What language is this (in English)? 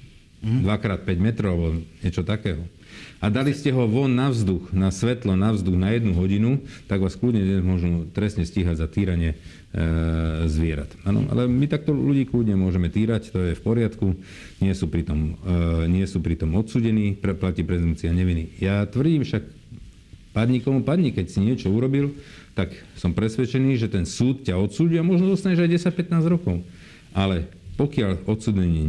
Slovak